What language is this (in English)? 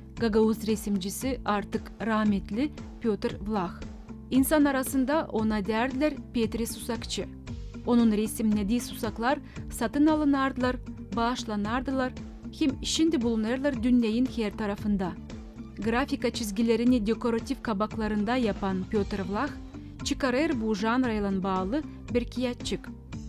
Gagauz